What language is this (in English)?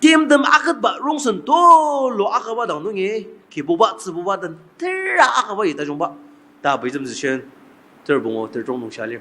Ao Naga